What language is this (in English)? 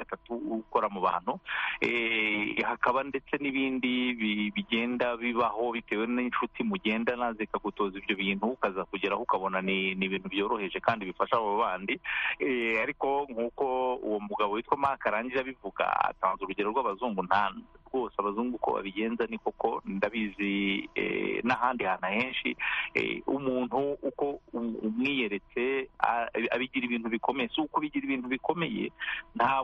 Kinyarwanda